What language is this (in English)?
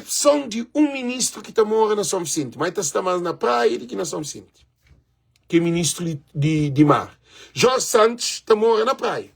Kabuverdianu